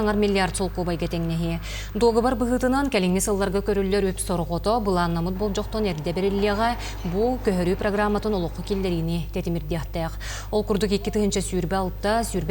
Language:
Yakut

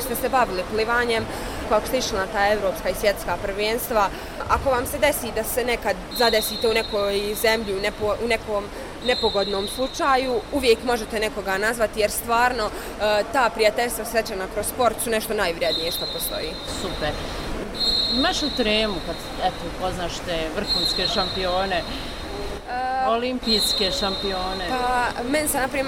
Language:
Bosnian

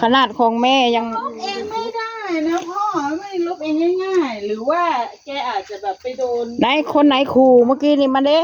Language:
Northeastern Thai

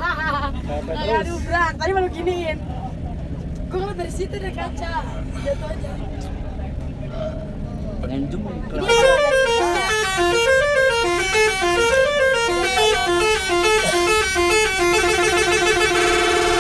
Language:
Indonesian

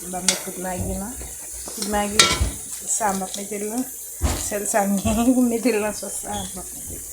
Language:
Haitian Creole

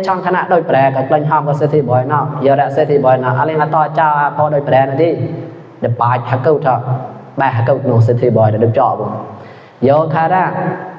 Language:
Mon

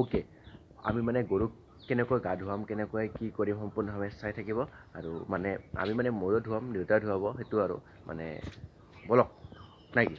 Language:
Assamese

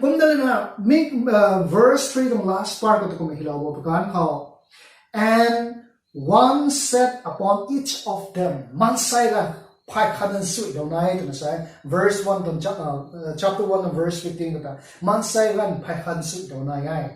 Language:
Rongmei Naga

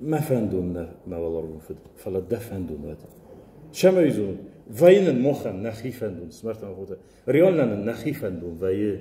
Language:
Ossetic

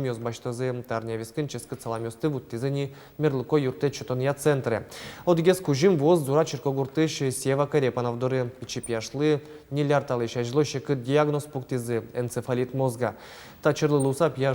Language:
Udmurt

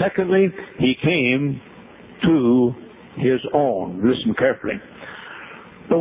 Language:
English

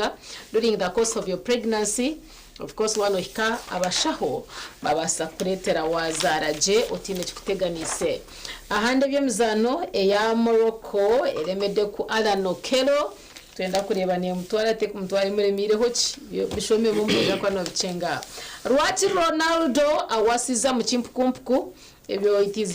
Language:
Nyankole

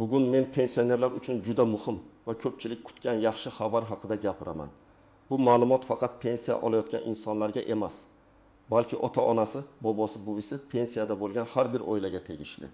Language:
Uzbek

